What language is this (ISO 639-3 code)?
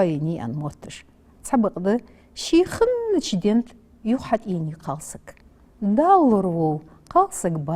inh